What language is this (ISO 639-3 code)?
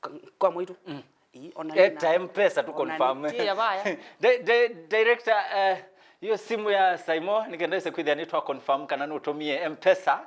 kam